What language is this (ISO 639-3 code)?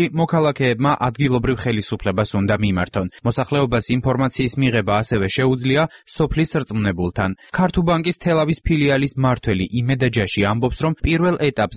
kat